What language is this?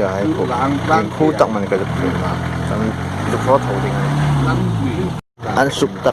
Hmar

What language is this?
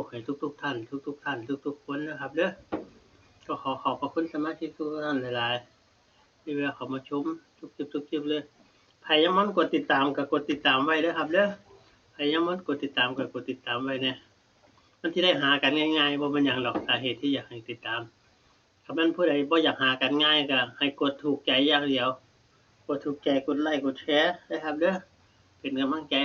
Northeastern Thai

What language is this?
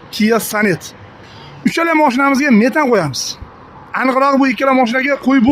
Uzbek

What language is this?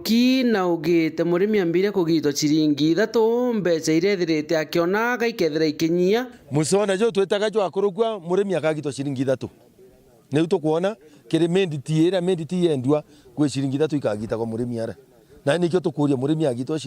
Meru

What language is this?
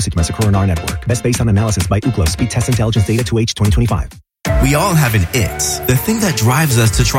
English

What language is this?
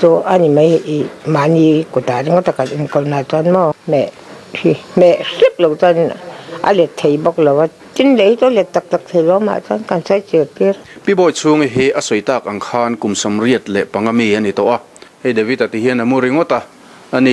Mizo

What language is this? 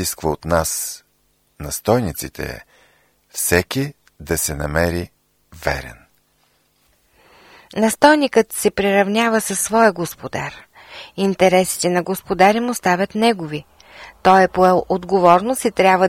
Bulgarian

